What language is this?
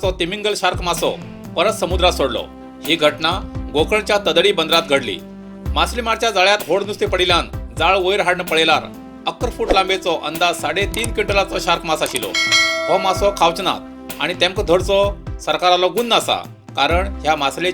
Konkani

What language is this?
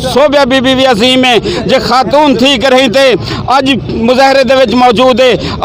Saraiki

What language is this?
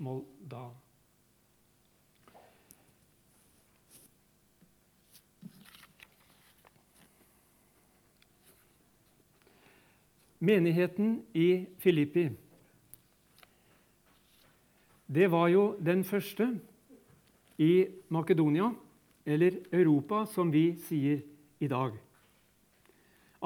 Norwegian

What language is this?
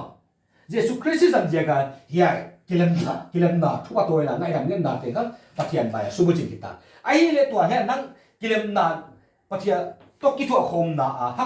Paite Chin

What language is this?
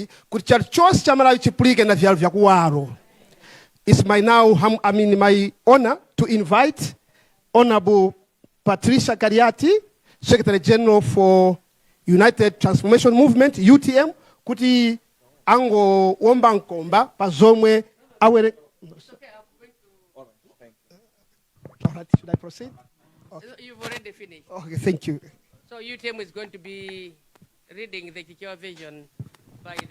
Nyanja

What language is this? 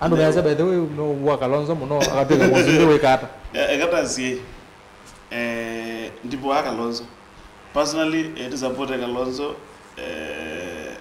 Kamba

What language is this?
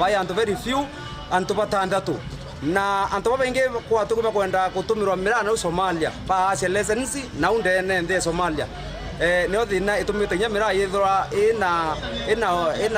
Meru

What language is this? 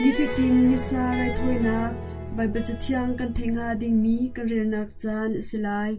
Hakha Chin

